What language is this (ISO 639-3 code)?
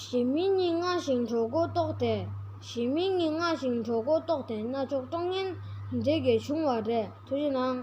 bod